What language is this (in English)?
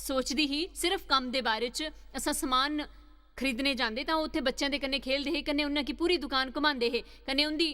Dogri